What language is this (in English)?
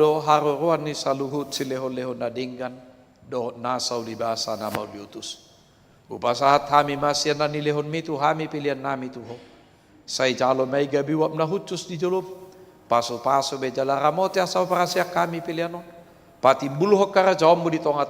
Batak Toba